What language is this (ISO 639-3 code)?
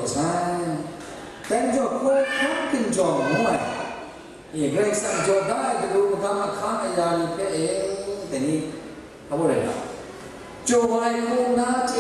kac